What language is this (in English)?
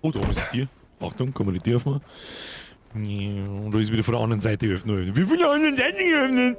Bavarian